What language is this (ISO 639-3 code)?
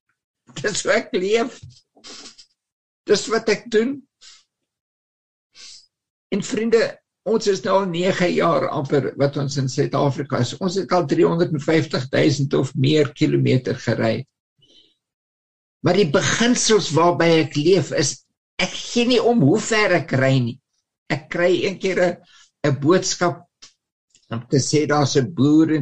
afr